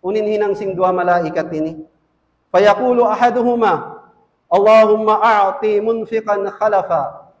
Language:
Tausug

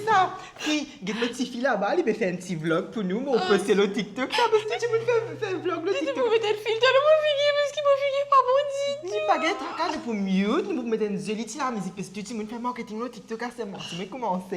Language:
Morisyen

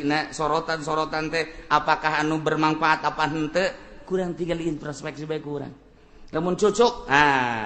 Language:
Sundanese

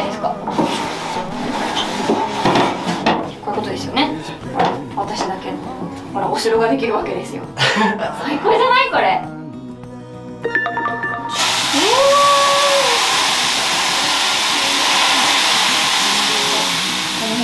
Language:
Japanese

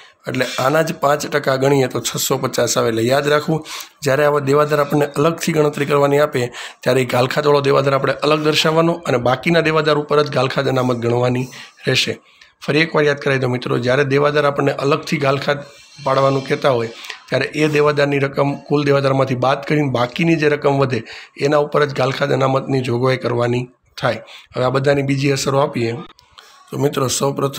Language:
Gujarati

